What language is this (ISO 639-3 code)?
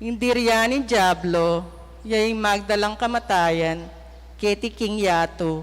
pam